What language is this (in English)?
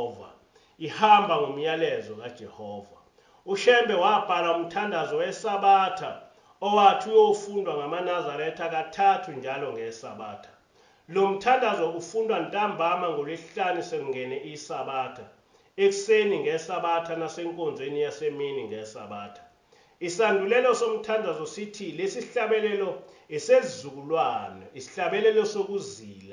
Zulu